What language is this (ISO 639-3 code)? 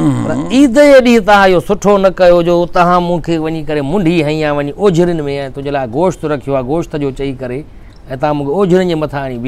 snd